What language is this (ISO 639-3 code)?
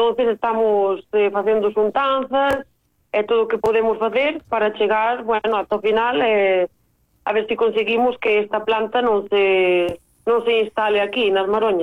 glg